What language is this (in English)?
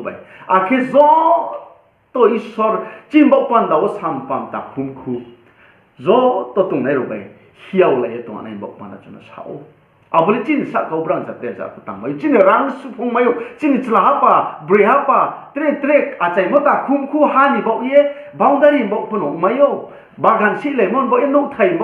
Riang (India)